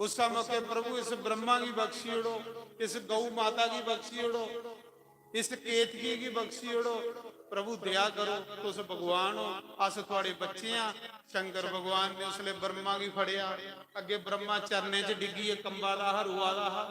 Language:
Dogri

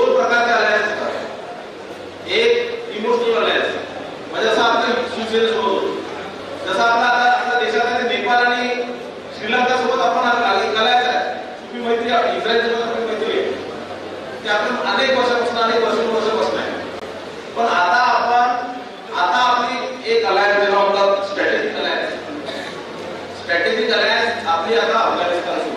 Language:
Marathi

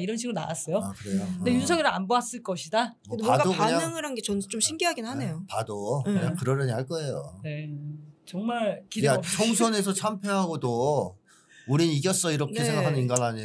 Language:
Korean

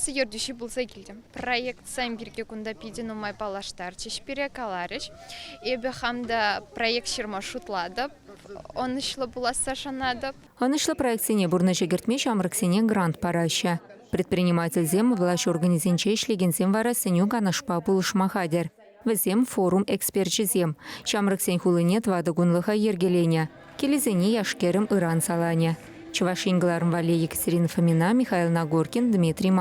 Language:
Chuvash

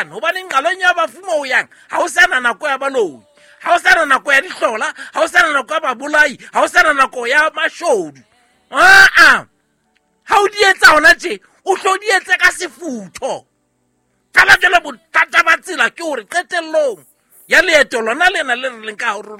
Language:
Southern Sotho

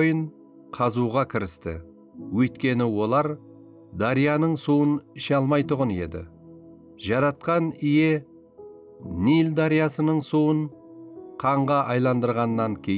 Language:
Kara-Kalpak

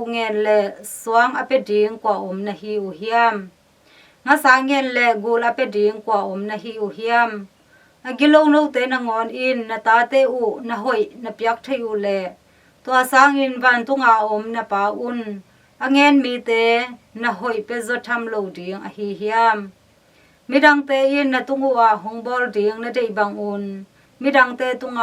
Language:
Tedim Chin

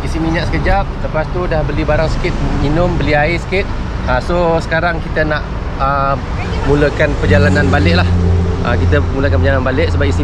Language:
Malay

